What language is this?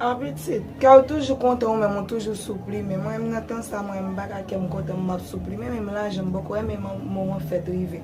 Haitian Creole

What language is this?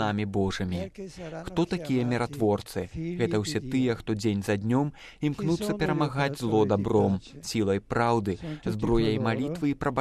Belarusian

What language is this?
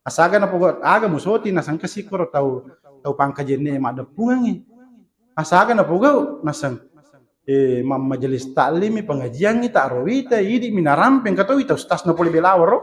Buginese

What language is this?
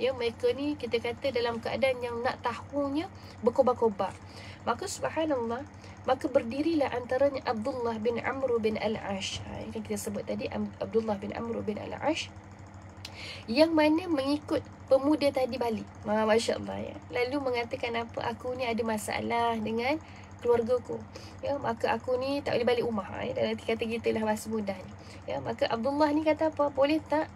Malay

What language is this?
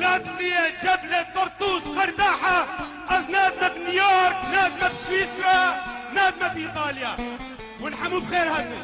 Kurdish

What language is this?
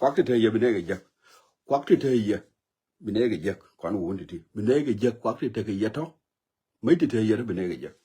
Nuer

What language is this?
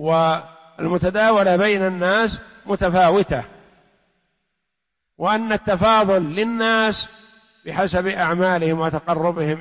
Arabic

